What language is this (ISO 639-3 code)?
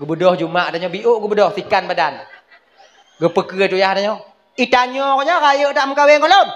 ace